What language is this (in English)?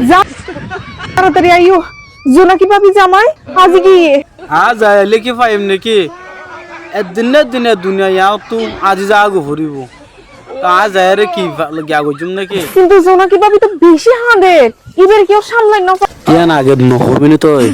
Rohingya